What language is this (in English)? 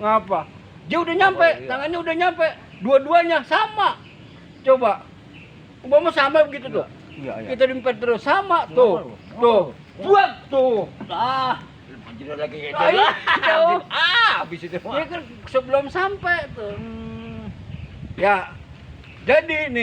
Betawi